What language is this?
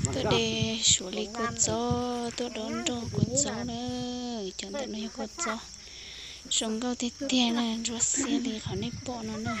Hmong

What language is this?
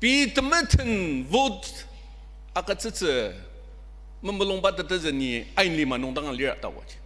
Ao Naga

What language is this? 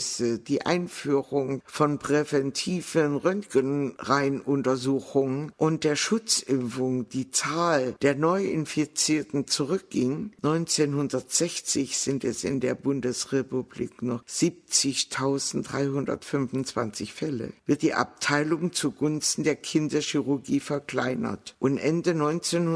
German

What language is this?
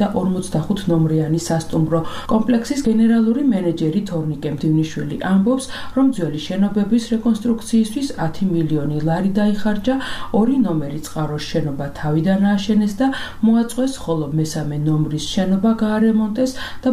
Georgian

